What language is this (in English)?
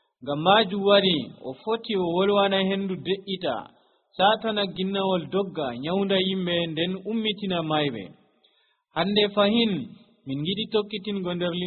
Nigerian Fulfulde